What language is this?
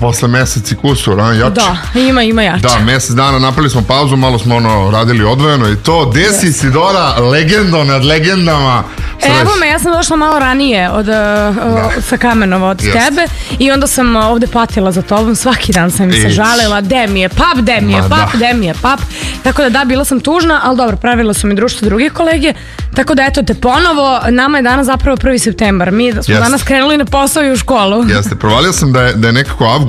Serbian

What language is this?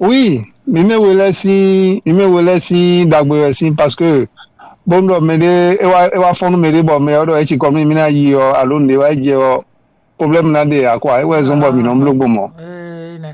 Fon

